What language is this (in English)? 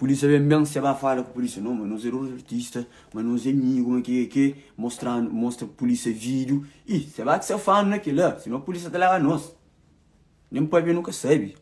Kabuverdianu